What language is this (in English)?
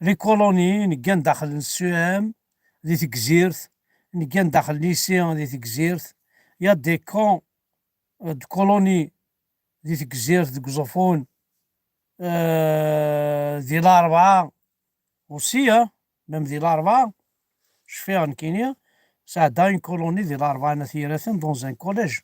Kabyle